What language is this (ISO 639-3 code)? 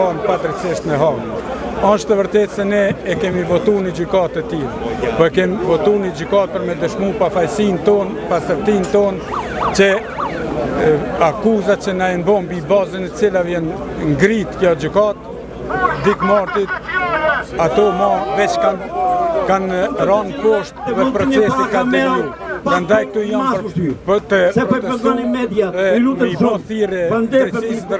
sqi